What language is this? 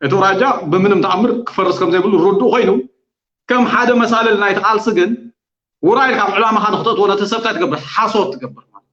Tigrinya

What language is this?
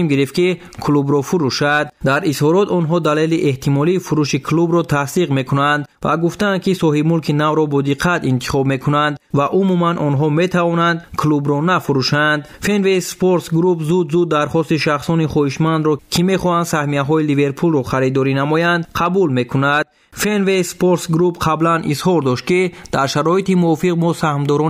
Tajik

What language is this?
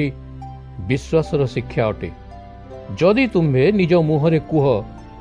Odia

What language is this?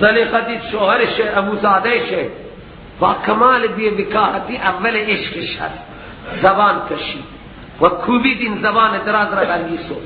Persian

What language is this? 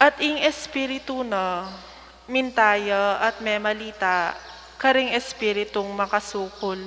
Pampanga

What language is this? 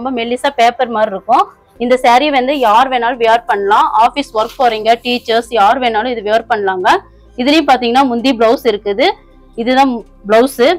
Tamil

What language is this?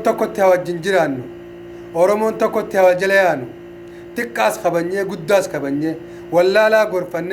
Oromo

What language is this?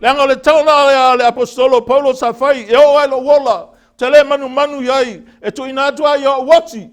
Samoan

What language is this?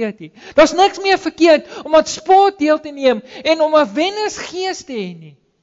Afrikaans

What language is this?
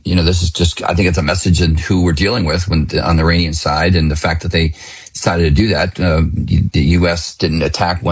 English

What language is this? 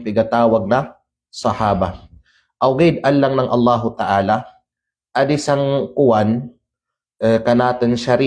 Kalagan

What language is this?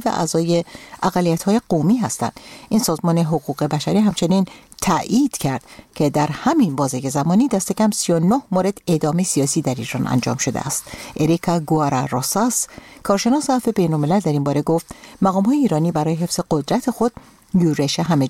Persian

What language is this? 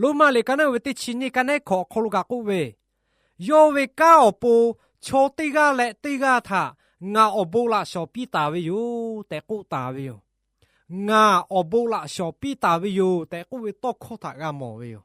Lahu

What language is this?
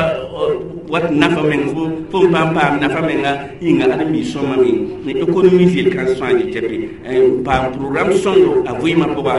Mossi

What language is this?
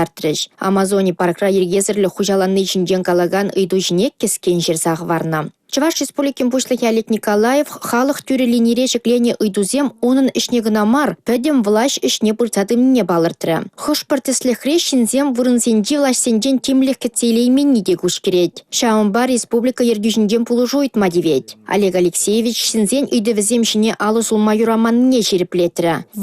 Chuvash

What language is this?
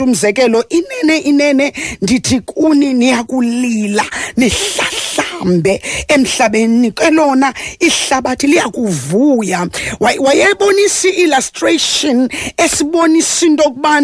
Xhosa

